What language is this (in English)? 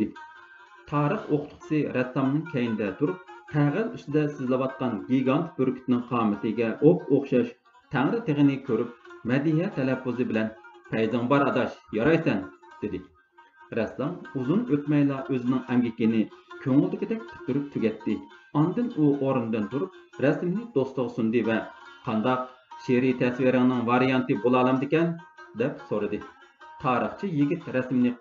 Uyghur